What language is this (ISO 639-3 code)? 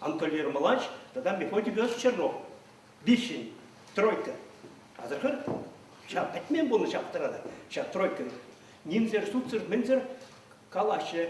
chv